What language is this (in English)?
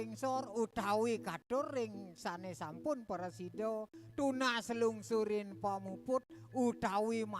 Balinese